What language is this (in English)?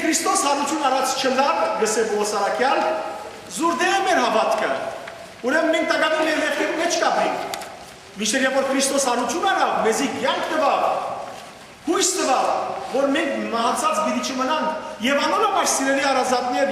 Western Armenian